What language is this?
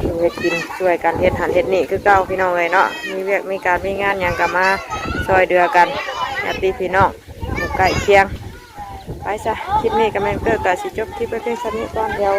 Northeastern Thai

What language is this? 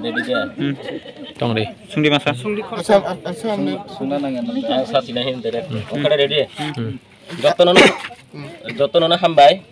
Kok Borok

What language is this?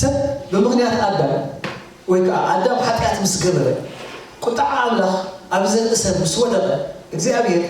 Tigrinya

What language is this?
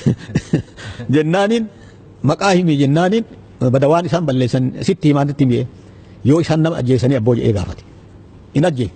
Oromo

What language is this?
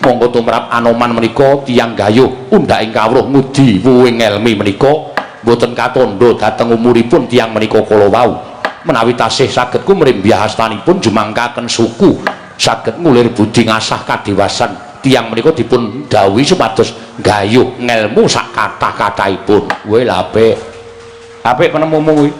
Javanese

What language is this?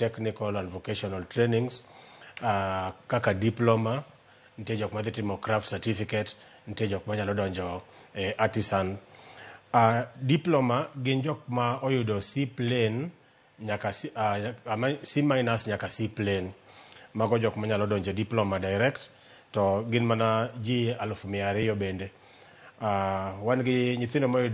Luo (Kenya and Tanzania)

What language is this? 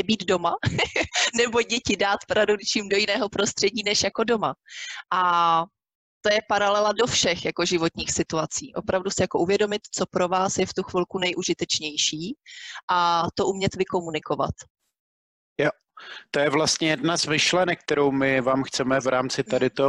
Czech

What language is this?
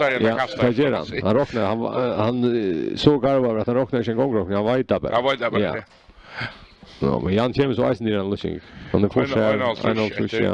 Faroese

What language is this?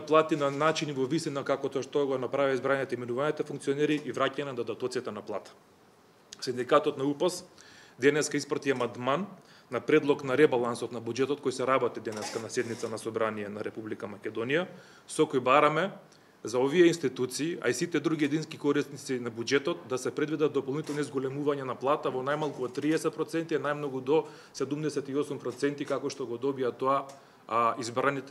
Macedonian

